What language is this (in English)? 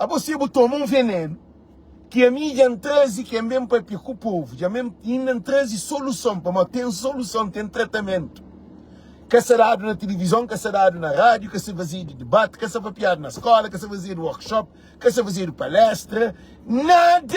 Kabuverdianu